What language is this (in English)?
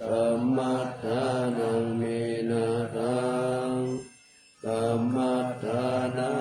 Pali